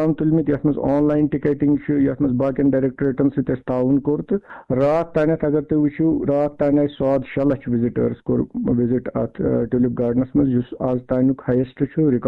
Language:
Kashmiri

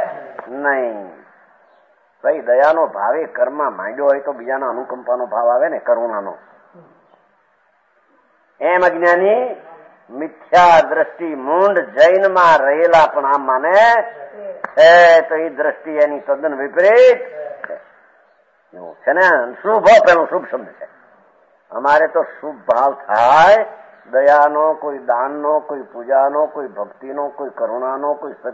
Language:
Gujarati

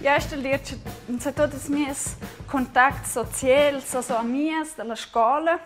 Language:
Romansh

